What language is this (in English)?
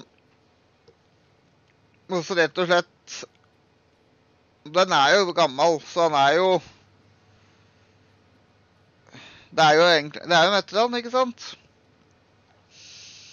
Norwegian